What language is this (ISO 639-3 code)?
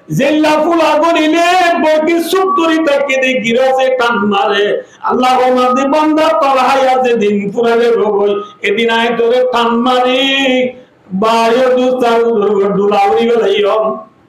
rhg